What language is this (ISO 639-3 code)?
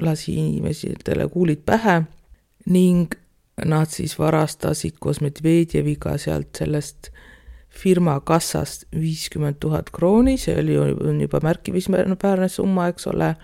est